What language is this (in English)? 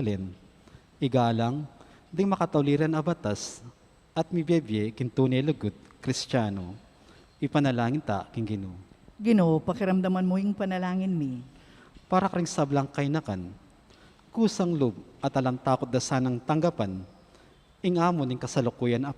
Pampanga